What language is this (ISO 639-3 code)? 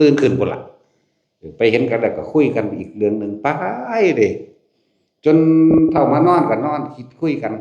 tts